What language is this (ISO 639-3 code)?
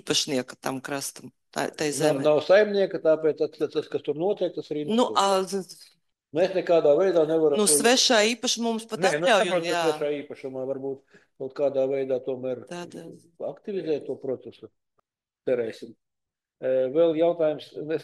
lav